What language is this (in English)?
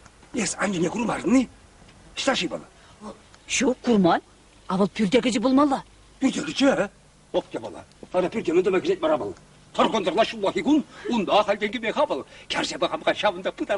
Chuvash